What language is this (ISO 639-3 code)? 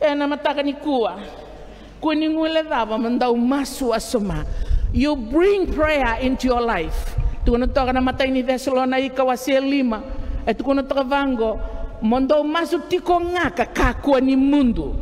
fij